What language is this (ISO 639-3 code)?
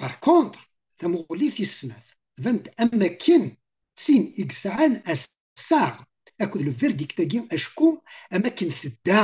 kab